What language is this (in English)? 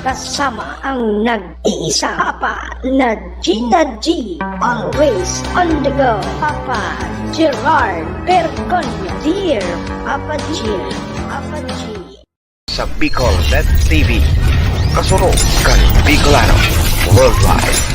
Bikol